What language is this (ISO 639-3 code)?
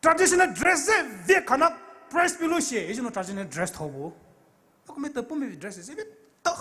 pmx